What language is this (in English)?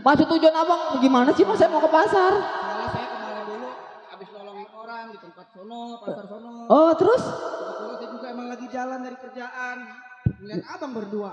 Betawi